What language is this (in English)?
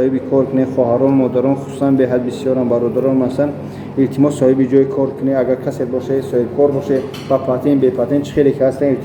Tajik